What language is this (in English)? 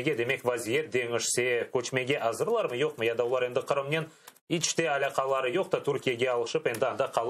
Crimean Tatar